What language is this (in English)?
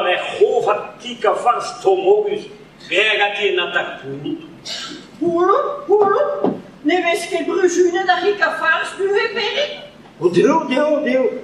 Breton